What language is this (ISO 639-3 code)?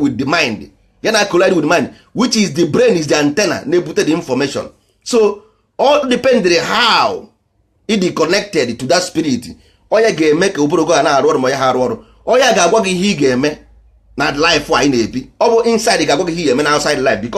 ibo